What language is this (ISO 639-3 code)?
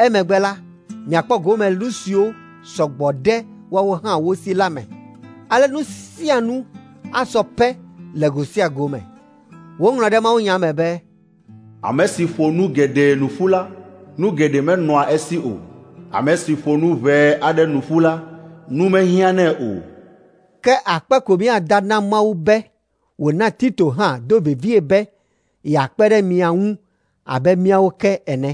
ewe